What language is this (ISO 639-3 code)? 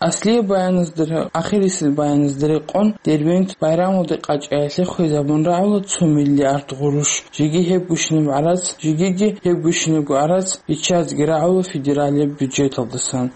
ava